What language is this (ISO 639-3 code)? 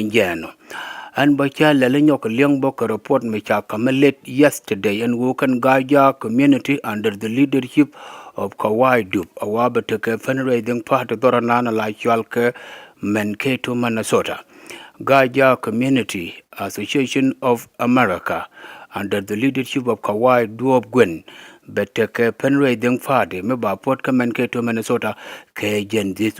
nus